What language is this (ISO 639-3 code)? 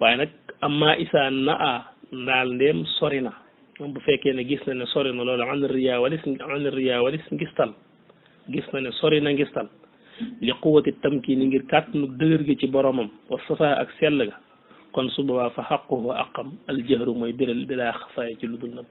wol